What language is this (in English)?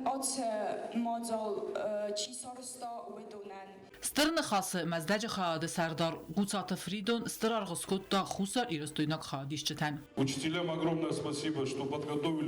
Ossetic